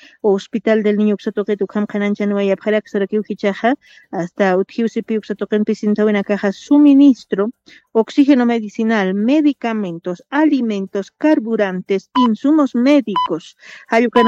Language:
Aymara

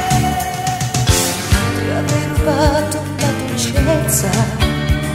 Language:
Italian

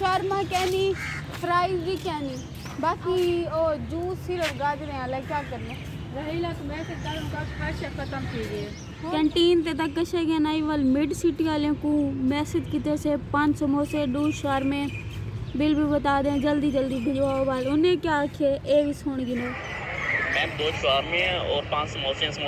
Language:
Saraiki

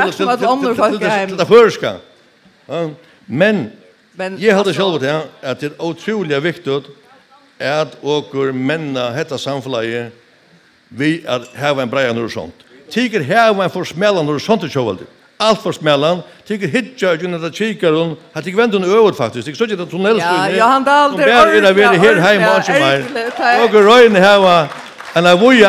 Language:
Faroese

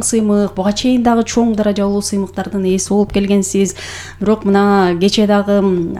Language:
Kyrgyz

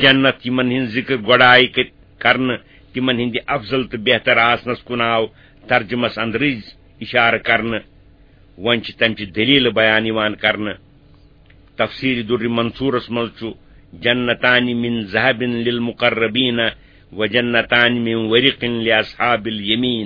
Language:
Kashmiri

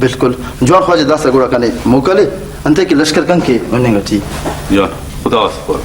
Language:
Brahui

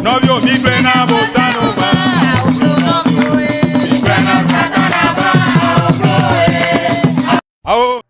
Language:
Ewe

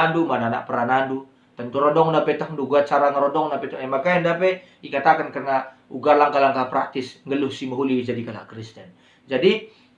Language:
Batak Karo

